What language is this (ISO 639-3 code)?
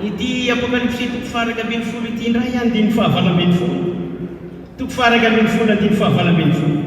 mlg